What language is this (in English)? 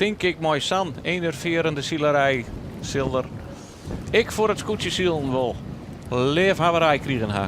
Western Frisian